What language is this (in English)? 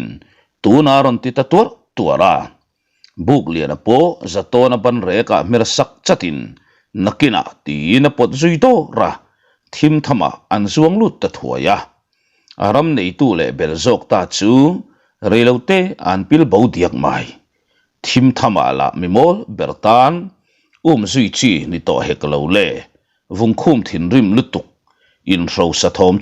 Mizo